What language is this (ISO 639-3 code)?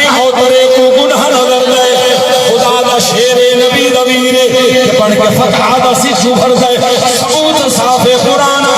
skr